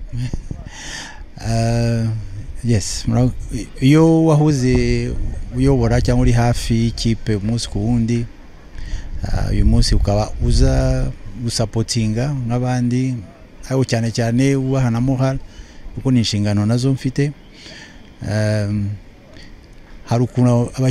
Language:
Kinyarwanda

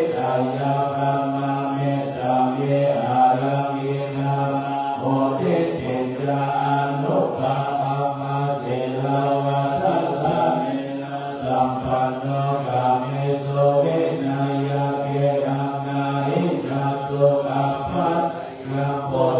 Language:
Pali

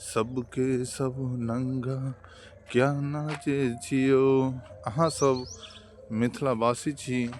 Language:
Maithili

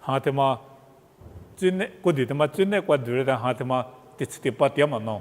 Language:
Lisu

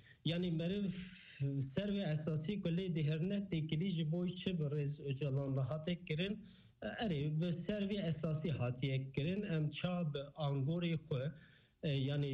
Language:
Kurdish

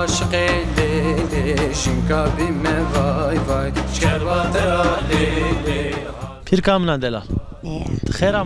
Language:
Zaza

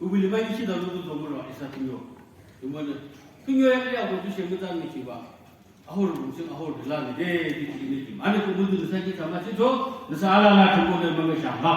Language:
Naga Pidgin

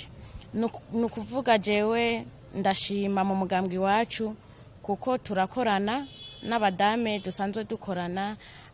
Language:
Rundi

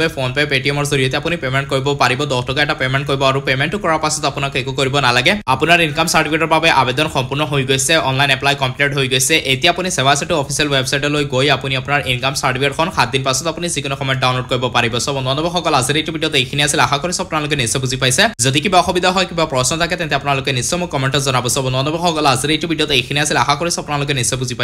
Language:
Assamese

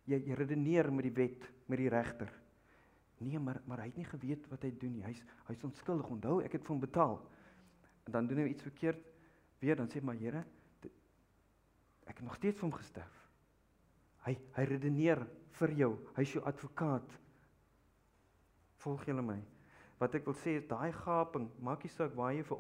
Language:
Afrikaans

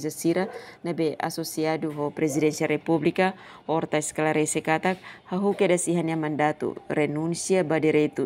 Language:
Tetum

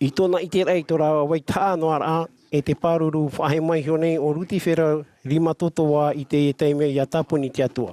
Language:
Tahitian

